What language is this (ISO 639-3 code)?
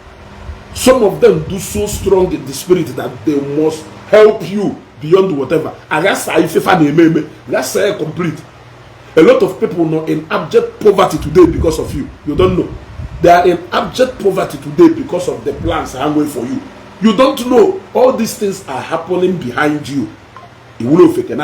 ibo